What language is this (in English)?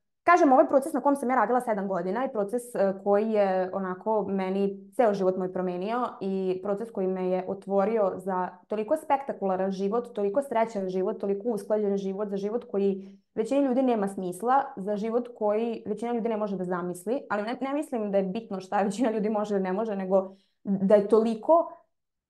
Serbian